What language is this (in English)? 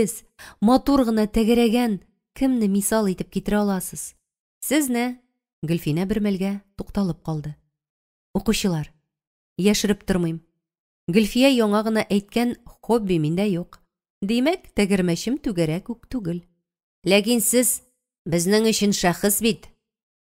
Tatar